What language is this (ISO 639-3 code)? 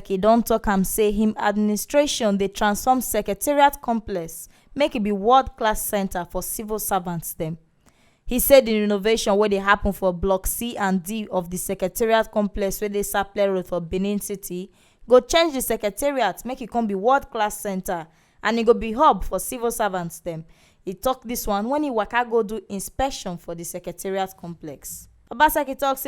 pcm